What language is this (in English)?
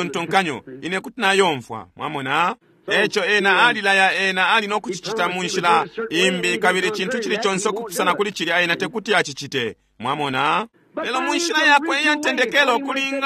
Bemba